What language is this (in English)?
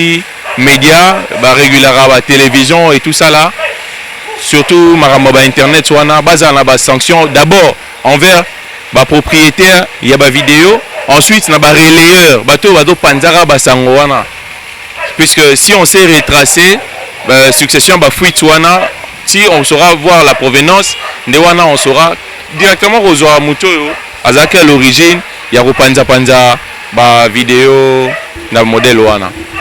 Lingala